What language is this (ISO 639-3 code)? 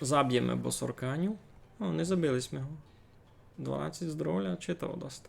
rue